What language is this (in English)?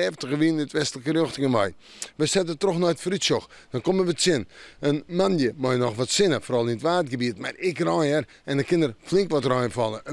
Western Frisian